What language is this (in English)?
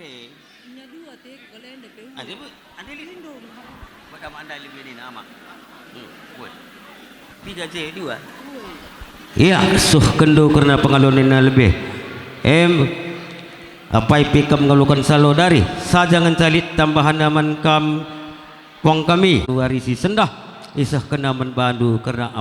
Batak Karo